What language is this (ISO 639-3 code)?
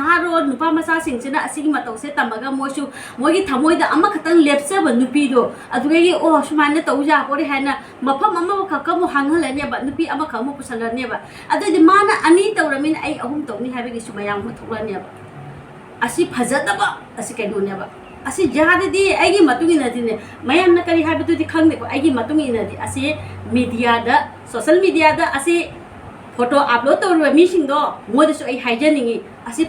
mni